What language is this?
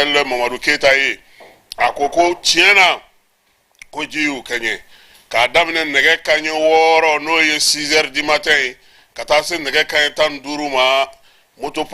Bambara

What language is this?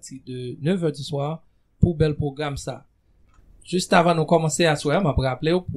Haitian Creole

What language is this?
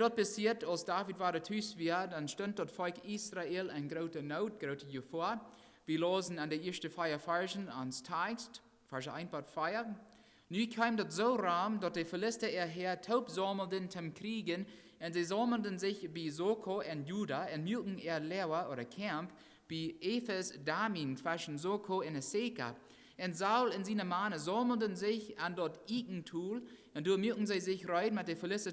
Plautdietsch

